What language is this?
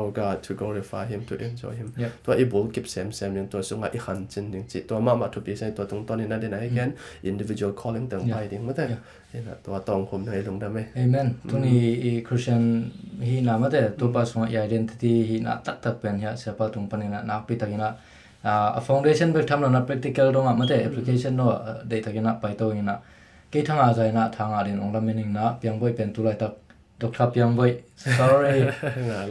Tedim Chin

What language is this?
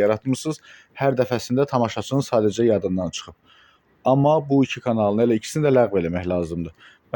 Azerbaijani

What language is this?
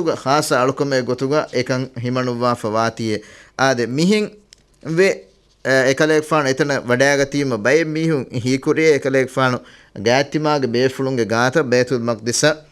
Divehi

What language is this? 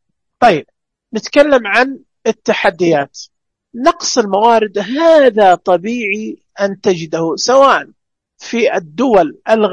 Najdi Arabic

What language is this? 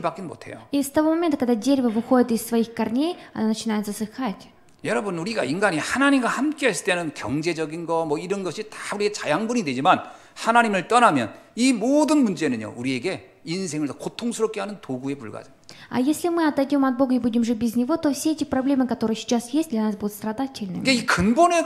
Korean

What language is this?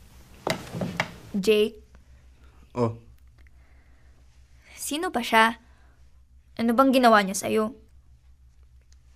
Filipino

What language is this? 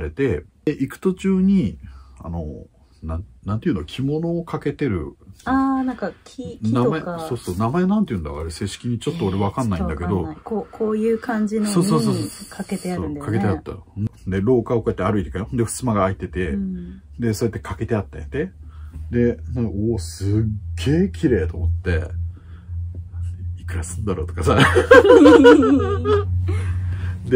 Japanese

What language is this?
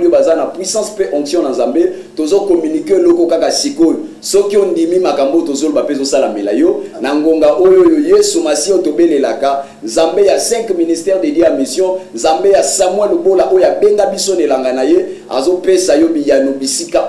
Lingala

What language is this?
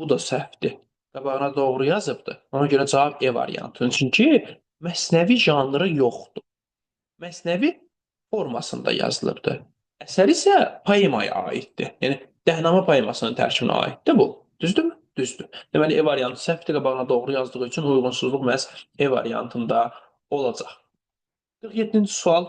Azerbaijani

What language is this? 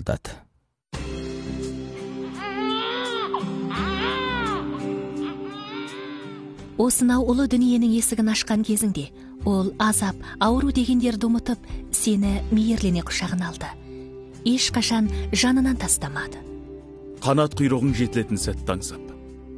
Kazakh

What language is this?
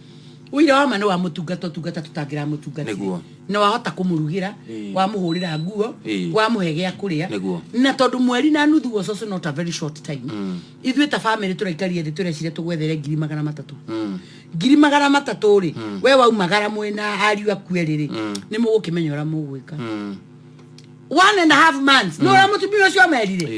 Kikuyu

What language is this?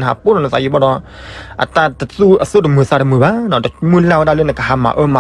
S'gaw Karen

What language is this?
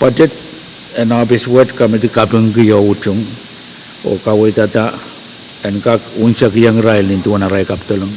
Pohnpeian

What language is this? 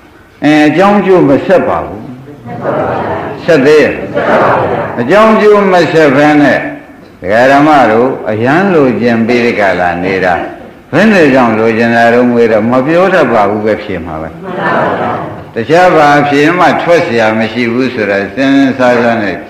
Burmese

